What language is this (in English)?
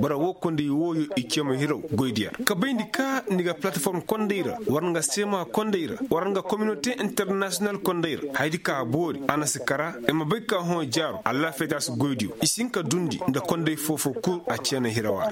Koyraboro Senni